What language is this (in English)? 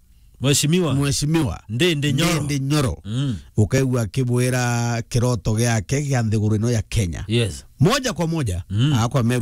Meru